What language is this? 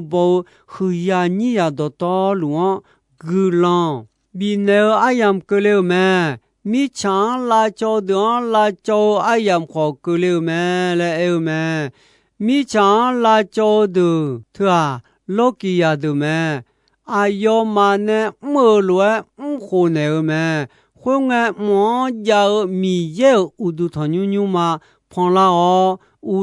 Akha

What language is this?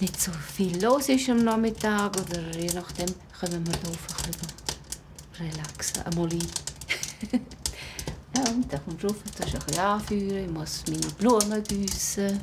Swiss German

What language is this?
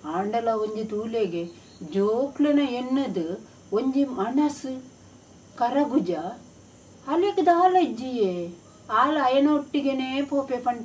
Tulu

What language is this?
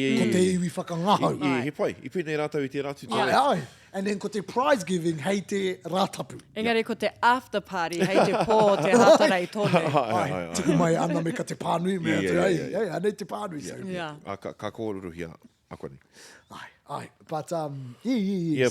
Māori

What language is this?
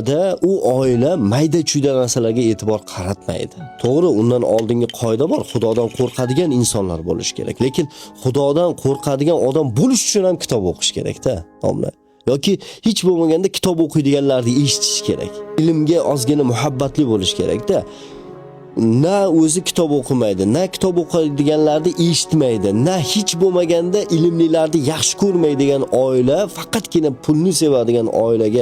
Uzbek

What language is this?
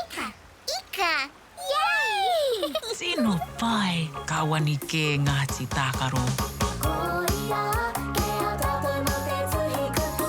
Māori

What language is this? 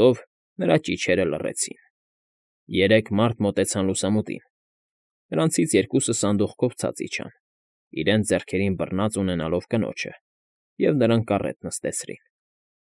Armenian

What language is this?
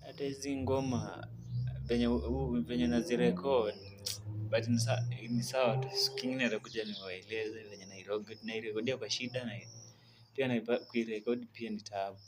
Swahili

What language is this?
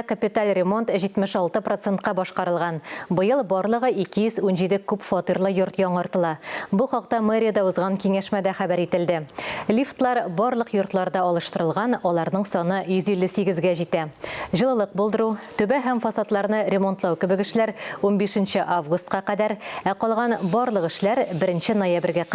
Tatar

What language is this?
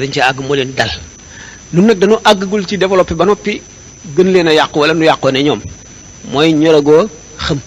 Wolof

